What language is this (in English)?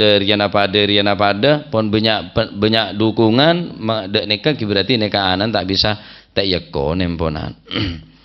Madurese